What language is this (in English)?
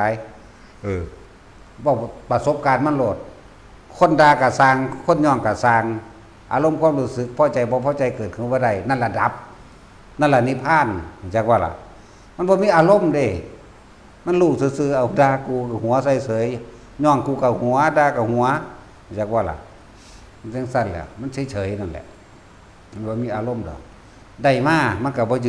Northeastern Thai